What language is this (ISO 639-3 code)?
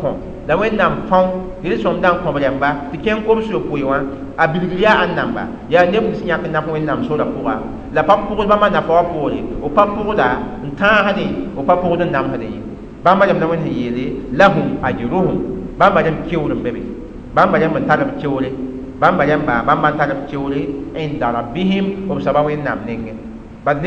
mos